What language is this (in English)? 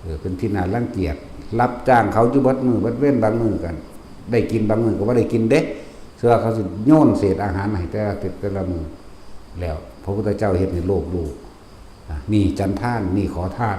Lao